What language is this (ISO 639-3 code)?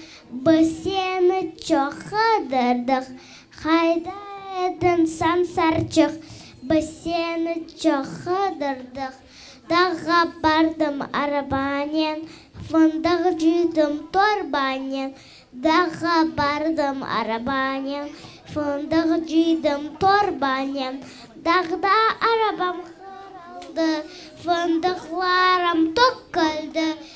crh